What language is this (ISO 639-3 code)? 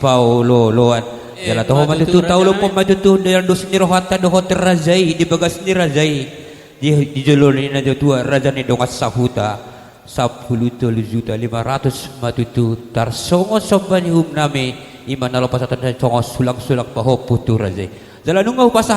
bbc